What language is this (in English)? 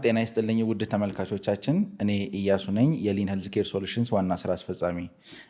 Amharic